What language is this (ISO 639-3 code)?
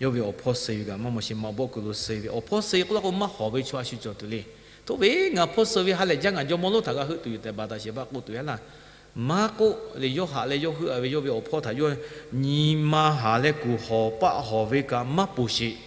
lhu